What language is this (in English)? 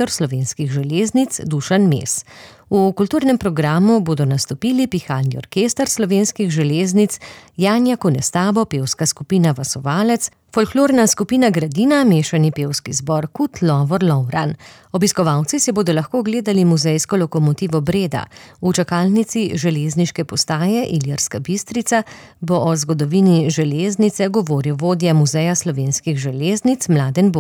Slovenian